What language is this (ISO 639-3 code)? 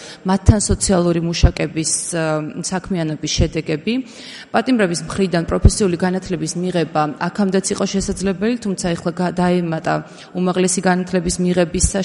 kat